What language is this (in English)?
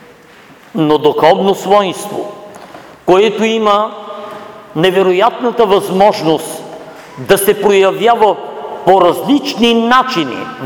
Bulgarian